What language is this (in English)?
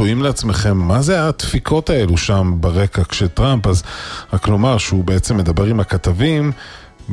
Hebrew